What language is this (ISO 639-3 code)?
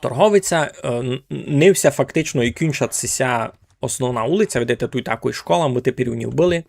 rue